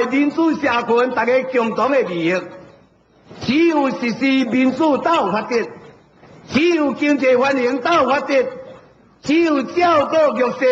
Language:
Min Nan Chinese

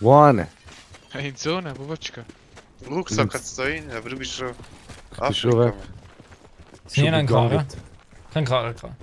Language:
Swiss German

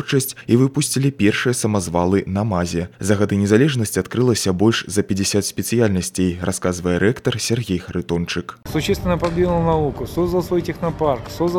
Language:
Belarusian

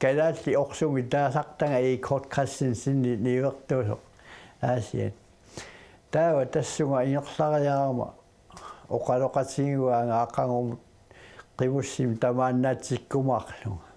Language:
Kalaallisut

